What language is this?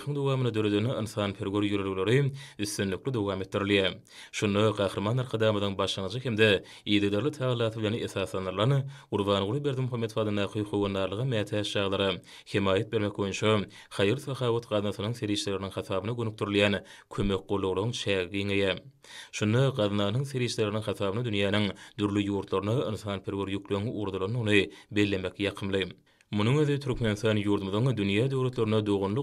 Turkmen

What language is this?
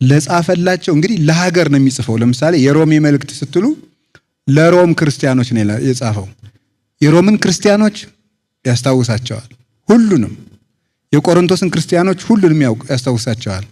Amharic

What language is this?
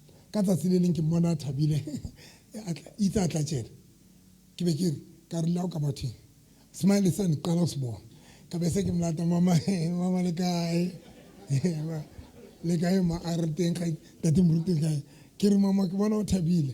Southern Sotho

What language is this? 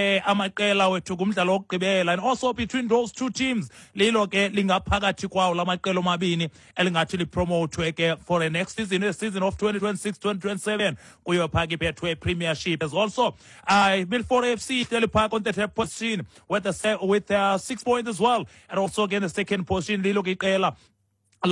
Xhosa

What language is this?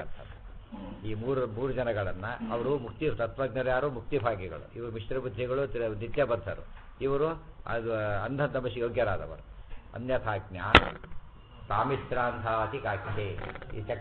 Kannada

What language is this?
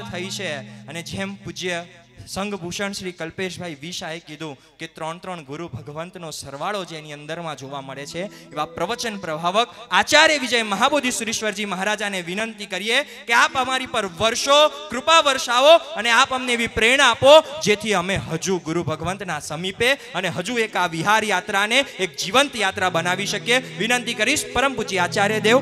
Gujarati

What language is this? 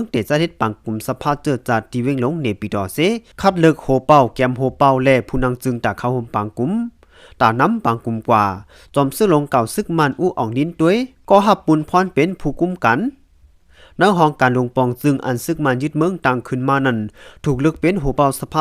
Shan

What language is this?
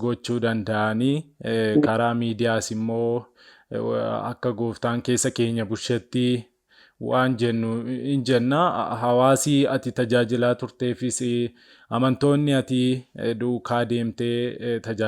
Oromo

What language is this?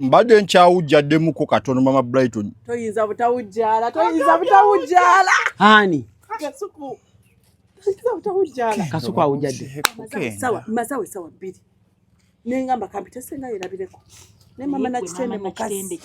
Ganda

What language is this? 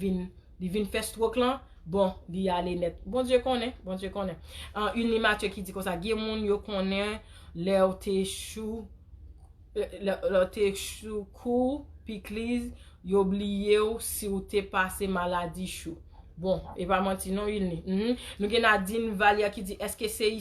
Haitian Creole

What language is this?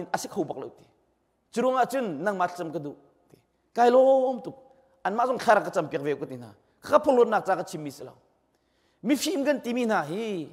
Hakha Chin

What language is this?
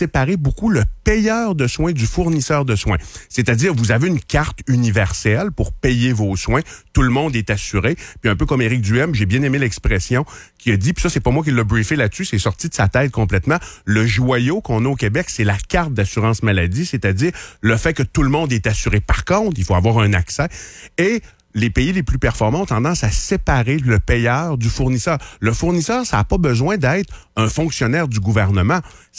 French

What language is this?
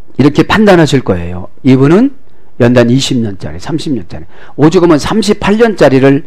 Korean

